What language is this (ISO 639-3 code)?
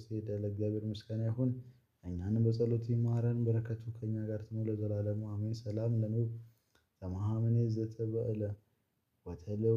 amh